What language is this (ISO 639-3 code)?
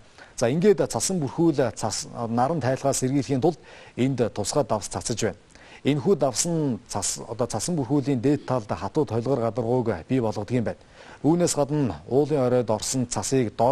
mon